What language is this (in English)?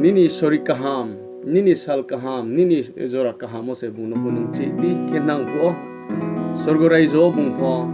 Riang (India)